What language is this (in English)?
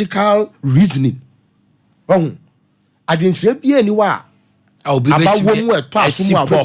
Akan